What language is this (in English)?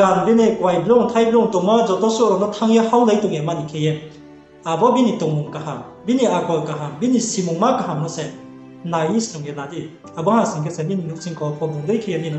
Riang (India)